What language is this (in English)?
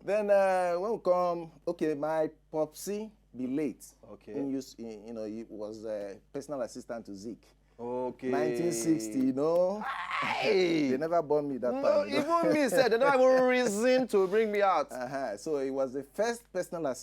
Nigerian Pidgin